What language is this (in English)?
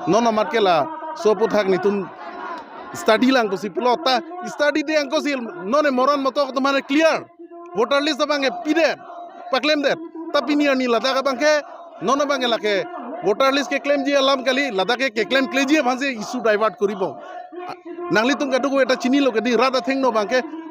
Karbi